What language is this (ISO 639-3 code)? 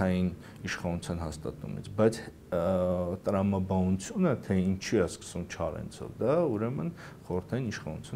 hye